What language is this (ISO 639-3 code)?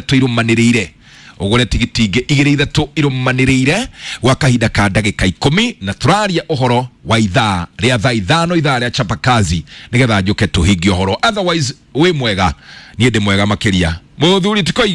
kik